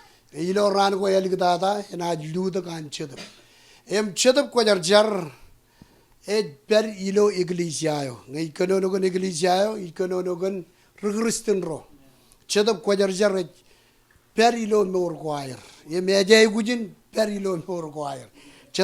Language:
Marshallese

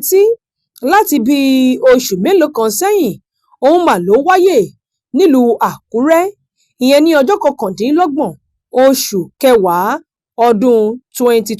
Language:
Yoruba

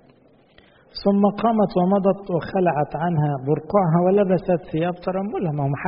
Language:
Egyptian Arabic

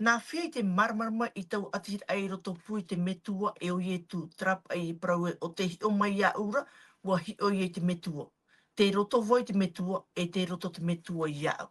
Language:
Tahitian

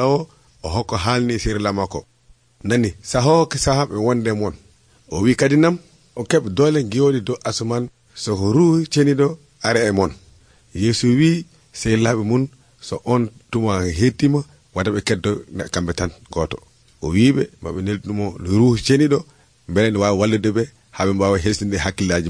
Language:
Nigerian Fulfulde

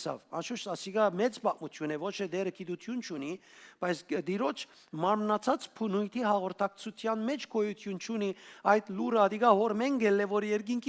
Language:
Western Armenian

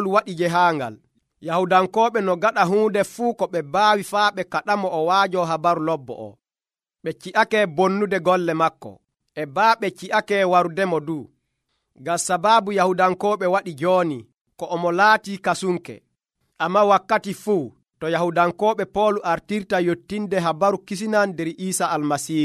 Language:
Nigerian Fulfulde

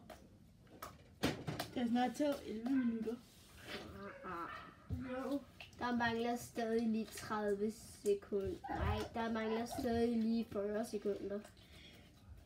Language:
Danish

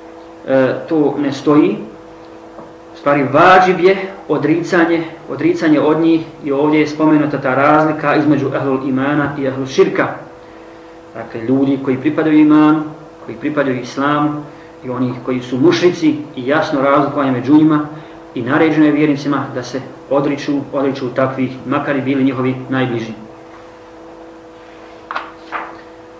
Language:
Bosnian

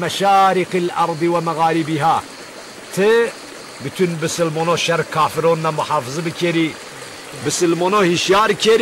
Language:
Zaza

